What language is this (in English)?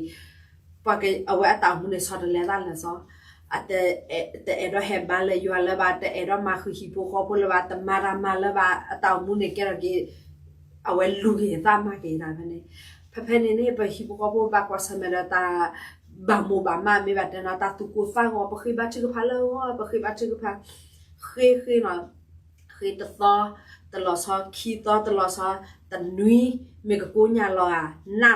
S'gaw Karen